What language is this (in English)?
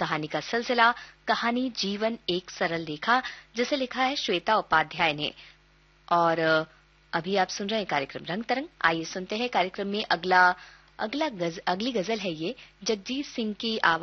Hindi